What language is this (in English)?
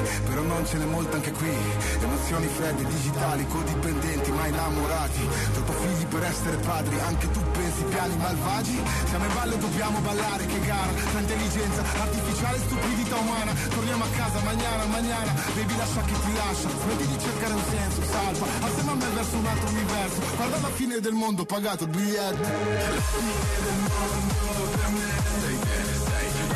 Italian